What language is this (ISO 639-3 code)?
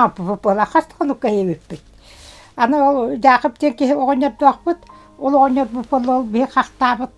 sah